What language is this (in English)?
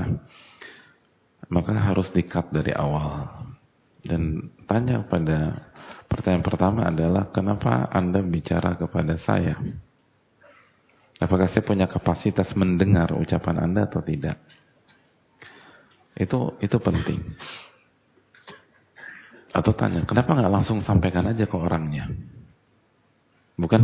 Indonesian